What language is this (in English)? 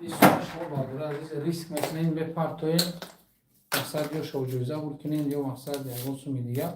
Tajik